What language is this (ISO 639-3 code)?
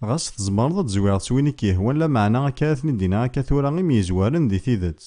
kab